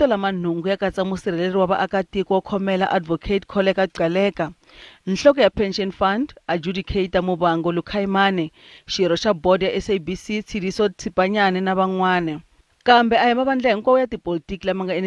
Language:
Tsonga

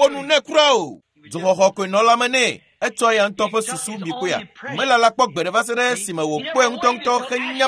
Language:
Ewe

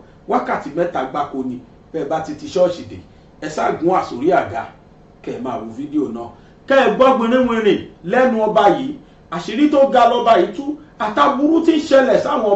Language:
Yoruba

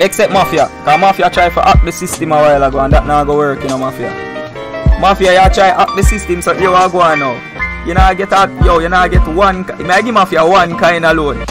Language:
Jamaican Creole English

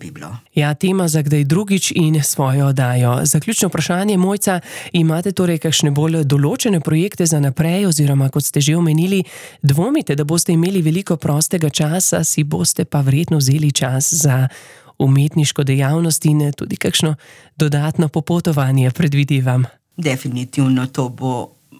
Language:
Slovenian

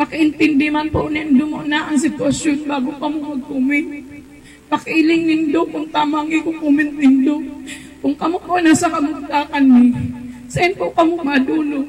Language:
Bikol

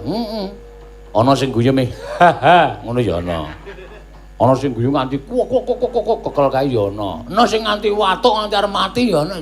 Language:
Javanese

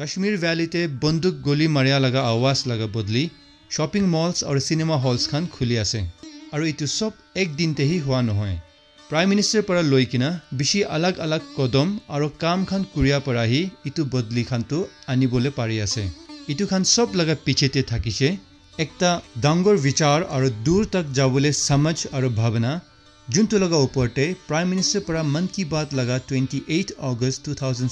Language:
Naga Pidgin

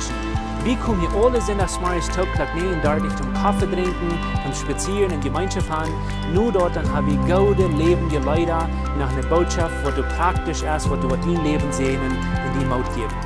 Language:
Plautdietsch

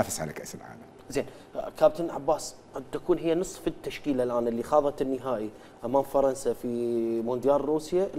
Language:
Mesopotamian Arabic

